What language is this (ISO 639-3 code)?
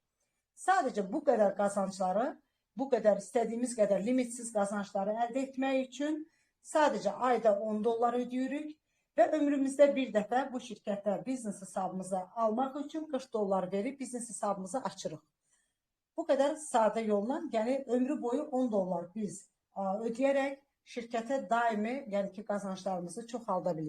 aze